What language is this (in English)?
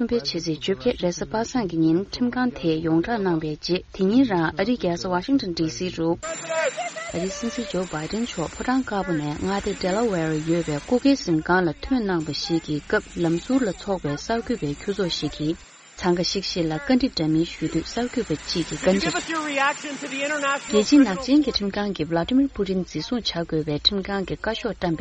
Tibetan